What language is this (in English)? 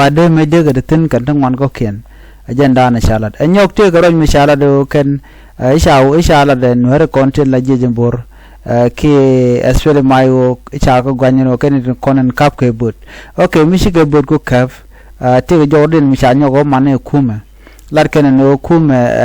Nuer